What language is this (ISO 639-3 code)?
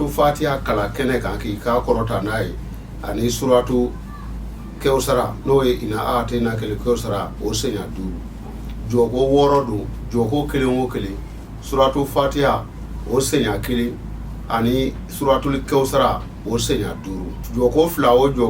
bam